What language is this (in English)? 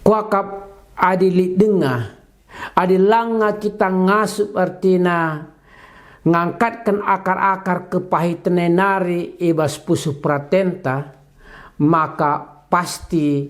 Batak Karo